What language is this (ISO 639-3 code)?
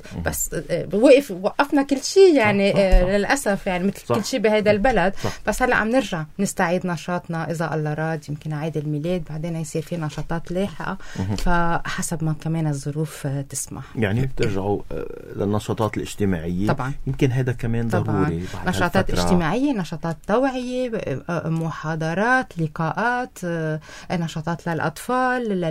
apc